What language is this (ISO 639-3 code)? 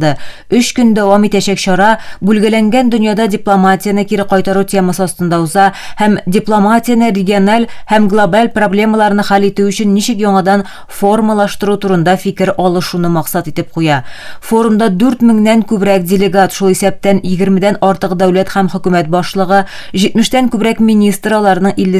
tat